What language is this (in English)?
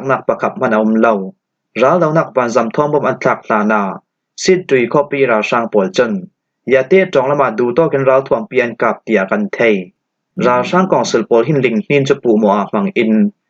Falam Chin